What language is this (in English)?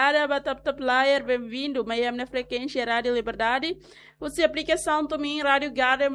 Tetum